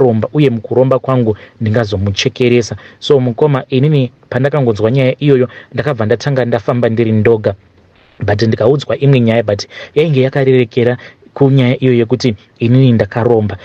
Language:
Shona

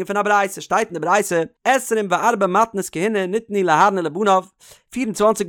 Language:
Yiddish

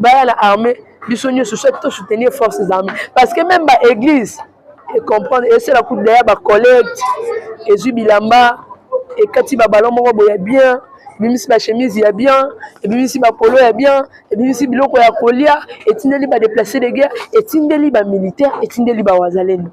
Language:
Lingala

